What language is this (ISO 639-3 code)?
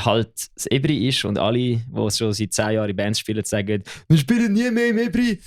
gsw